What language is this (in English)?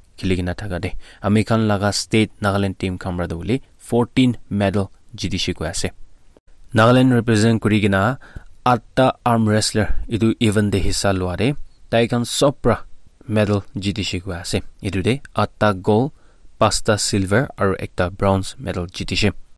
Naga Pidgin